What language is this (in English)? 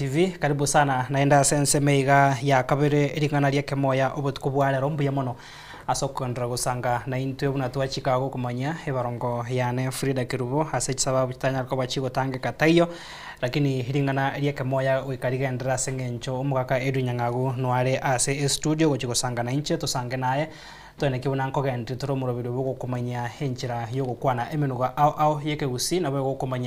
Gusii